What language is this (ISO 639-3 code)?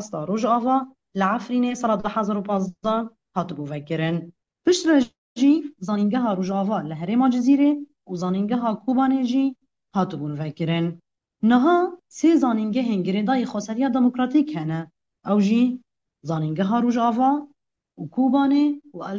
kur